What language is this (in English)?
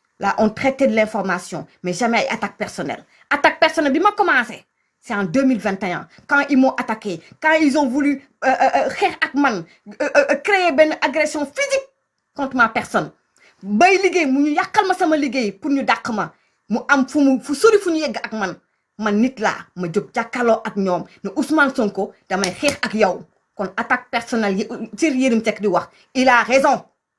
Wolof